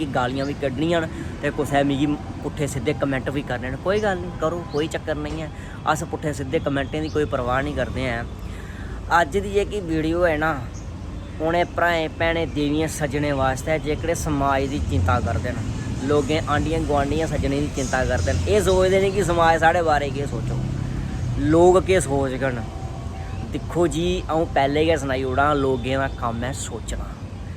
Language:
Dogri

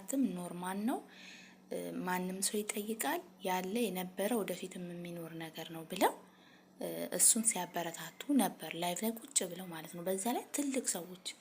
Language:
Amharic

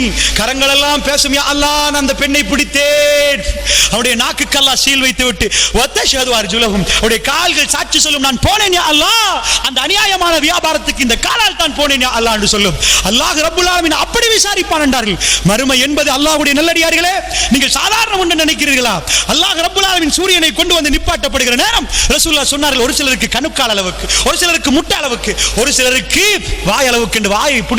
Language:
Tamil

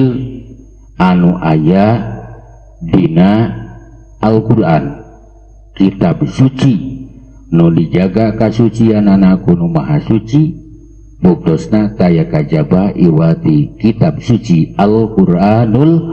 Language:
Sundanese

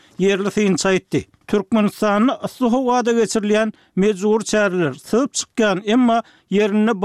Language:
Turkmen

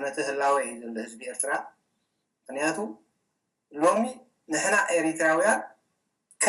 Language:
Tigrinya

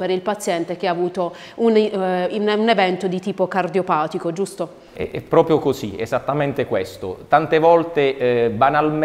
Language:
Italian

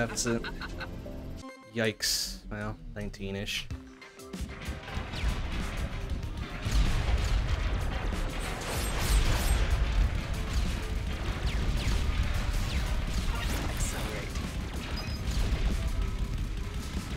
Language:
English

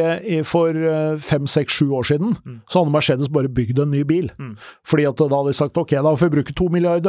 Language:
Norwegian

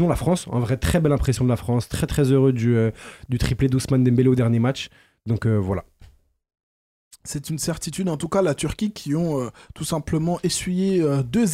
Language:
French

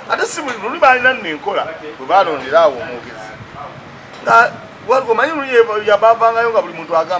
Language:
Ganda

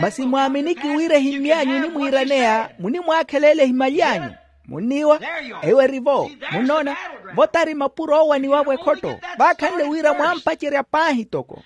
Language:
Makhuwa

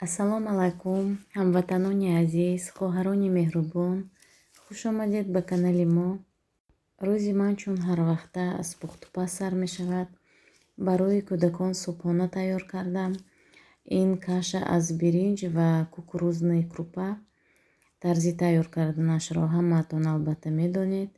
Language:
Tajik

